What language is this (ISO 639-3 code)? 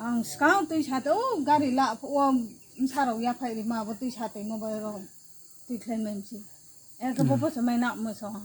ria